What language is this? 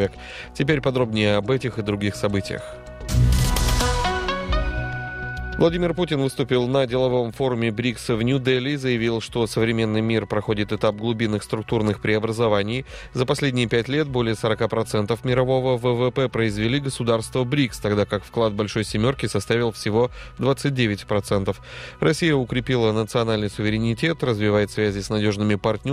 Russian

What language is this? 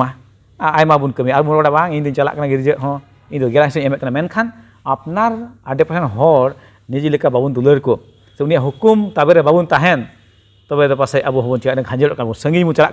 Santali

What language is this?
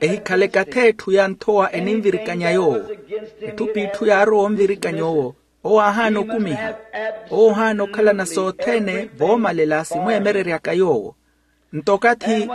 Makhuwa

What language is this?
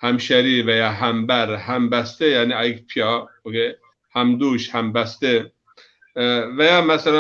Zaza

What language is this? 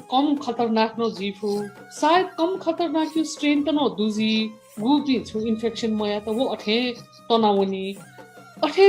Newari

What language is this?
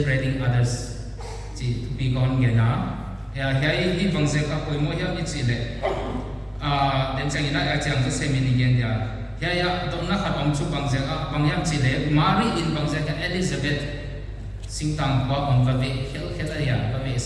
Paite Chin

